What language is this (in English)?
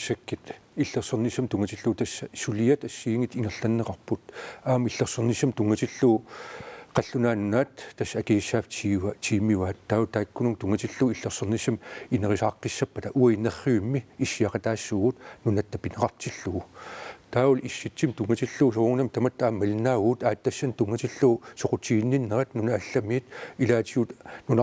Kalaallisut